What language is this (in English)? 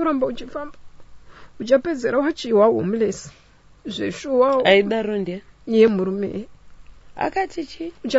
Shona